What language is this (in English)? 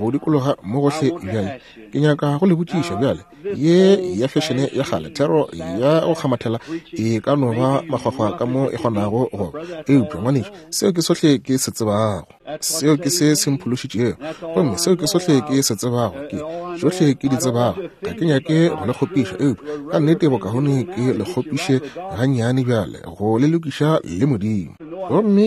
Northern Sotho